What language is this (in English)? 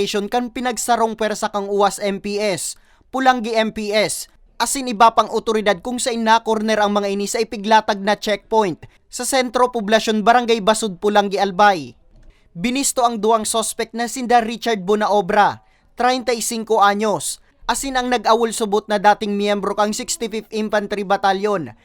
Bikol